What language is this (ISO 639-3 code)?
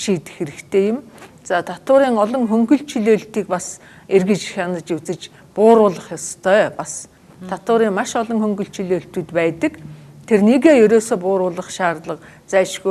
mon